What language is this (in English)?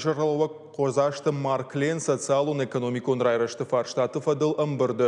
Ossetic